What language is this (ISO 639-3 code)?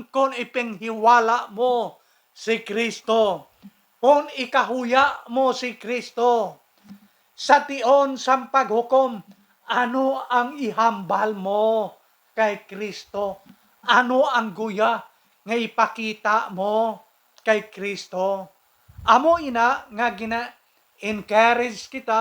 hil